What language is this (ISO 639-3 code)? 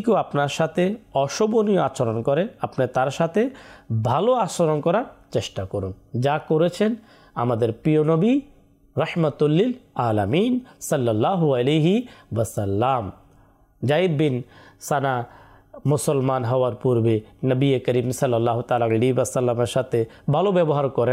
ben